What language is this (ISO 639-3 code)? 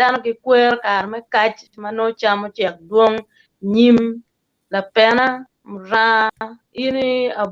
ach